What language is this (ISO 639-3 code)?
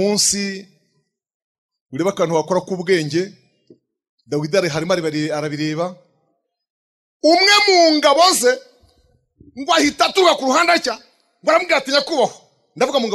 kin